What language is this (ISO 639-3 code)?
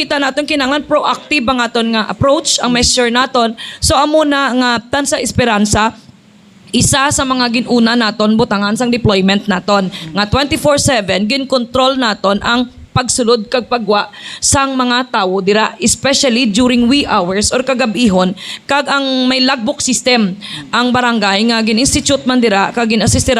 hil